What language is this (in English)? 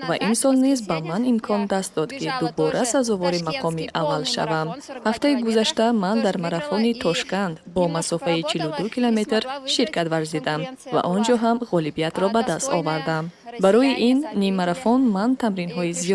Tajik